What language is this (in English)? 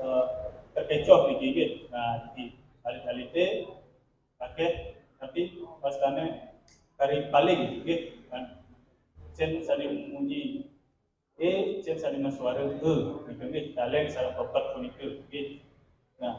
Balinese